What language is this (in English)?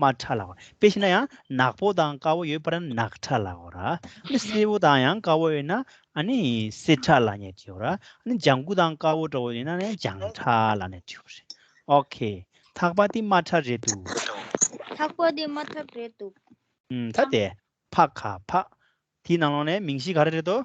Tibetan